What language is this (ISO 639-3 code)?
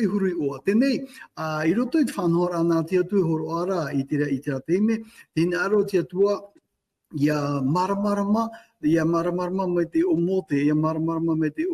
tah